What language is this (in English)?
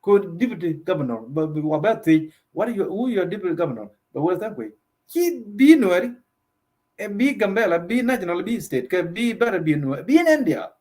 Nuer